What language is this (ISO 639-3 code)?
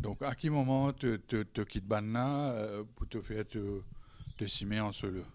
mfe